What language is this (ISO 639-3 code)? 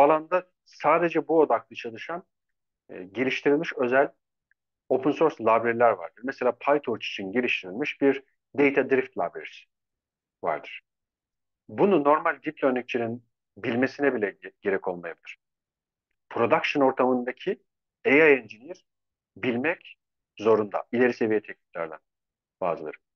tur